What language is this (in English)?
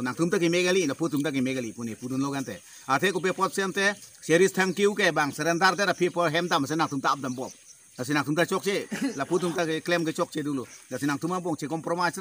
Karbi